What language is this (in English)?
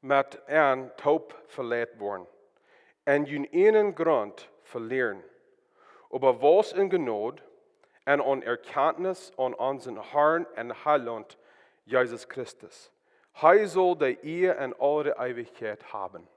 Plautdietsch